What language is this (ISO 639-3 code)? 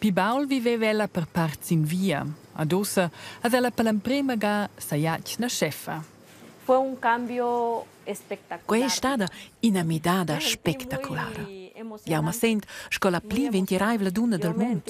roh